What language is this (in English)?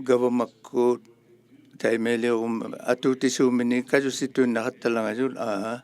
Inuktitut